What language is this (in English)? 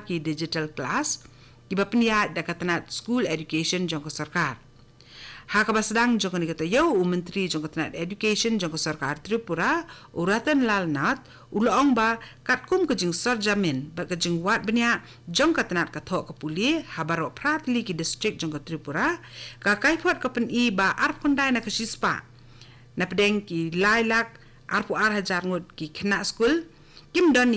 Khasi